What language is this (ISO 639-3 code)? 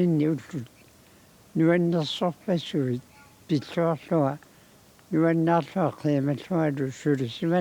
kal